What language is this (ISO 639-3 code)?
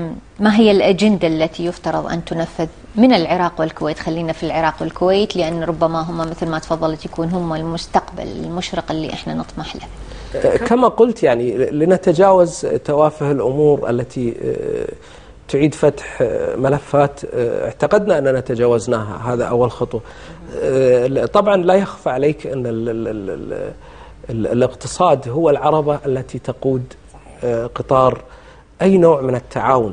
ara